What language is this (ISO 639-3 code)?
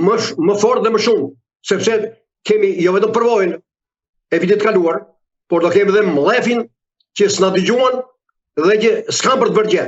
sqi